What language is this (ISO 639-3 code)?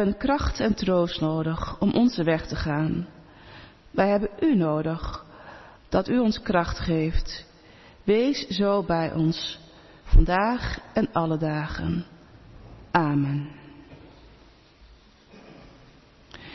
nld